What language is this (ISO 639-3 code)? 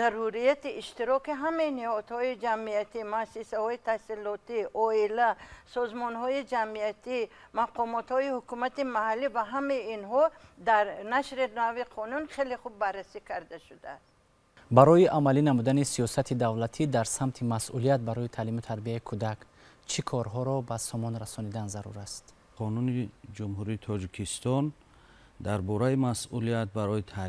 tgk